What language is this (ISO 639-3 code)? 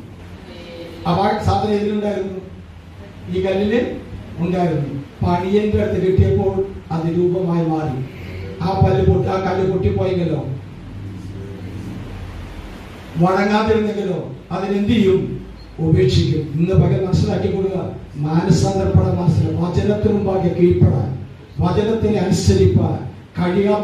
mal